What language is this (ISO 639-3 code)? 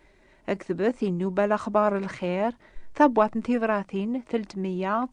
kab